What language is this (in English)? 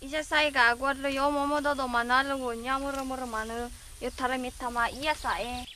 Nias